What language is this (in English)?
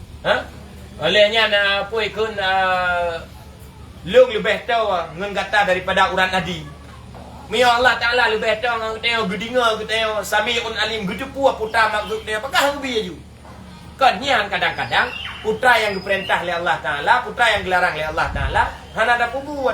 Achinese